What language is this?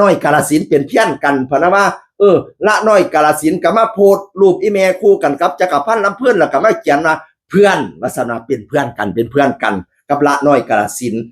Northeastern Thai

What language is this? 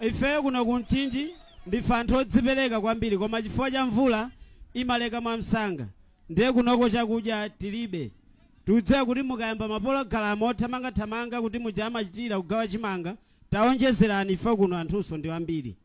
Nyanja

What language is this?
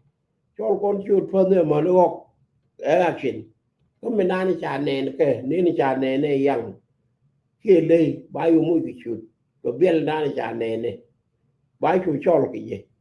Nuer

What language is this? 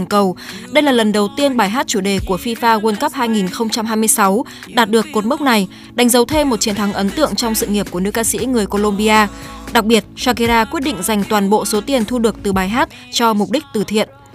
Vietnamese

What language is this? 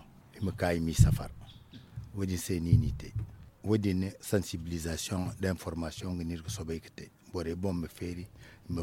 Zarma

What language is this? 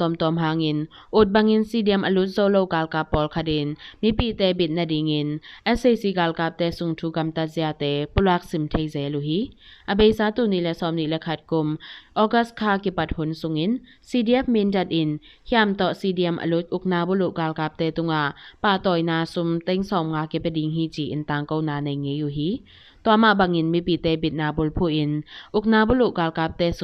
Tedim Chin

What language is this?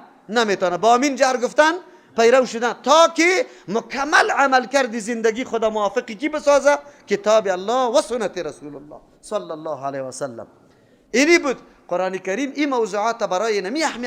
Persian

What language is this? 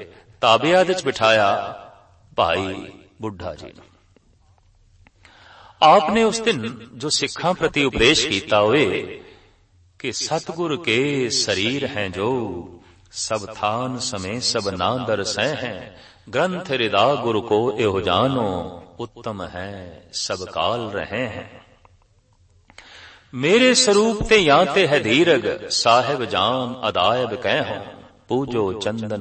Punjabi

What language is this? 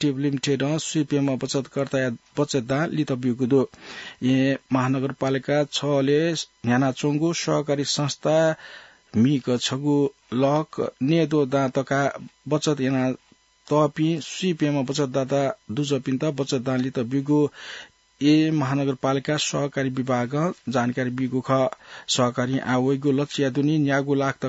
Newari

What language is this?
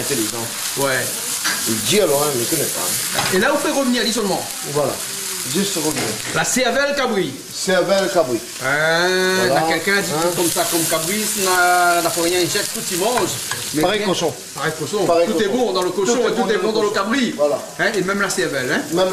Réunion Creole French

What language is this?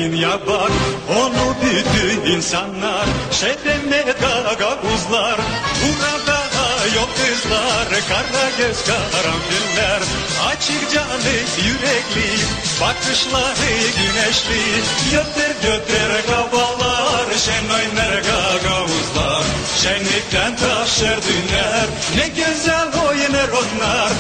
Gagauz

